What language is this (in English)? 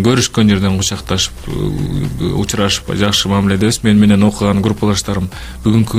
Kyrgyz